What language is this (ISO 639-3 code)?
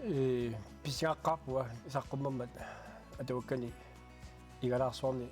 kal